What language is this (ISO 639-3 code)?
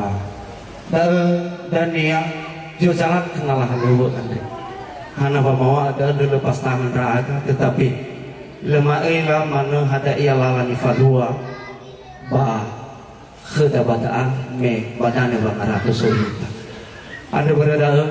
nia